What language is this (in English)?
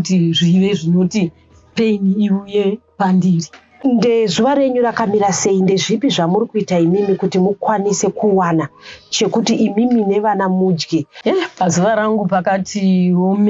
Shona